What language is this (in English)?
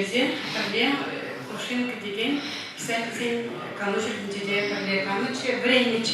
Chuvash